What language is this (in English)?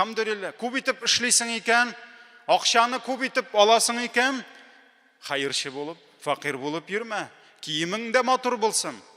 Tatar